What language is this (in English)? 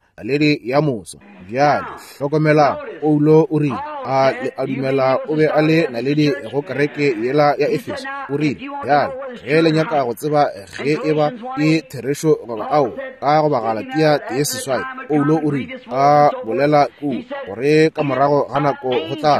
Northern Sotho